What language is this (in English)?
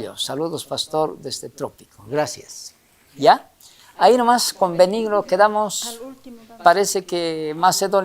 South Bolivian Quechua